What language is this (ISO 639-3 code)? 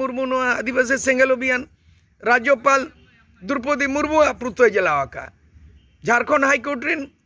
sat